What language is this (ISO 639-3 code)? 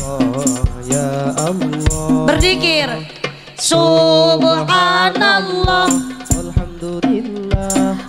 sun